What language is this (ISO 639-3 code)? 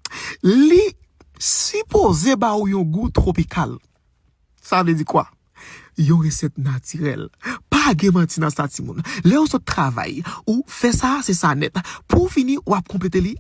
hat